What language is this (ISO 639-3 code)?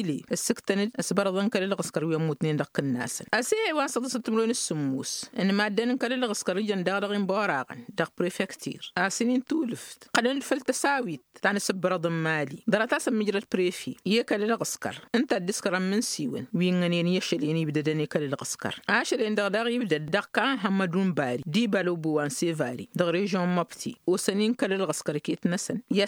taq